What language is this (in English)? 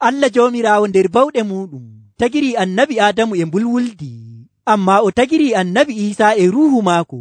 Nigerian Fulfulde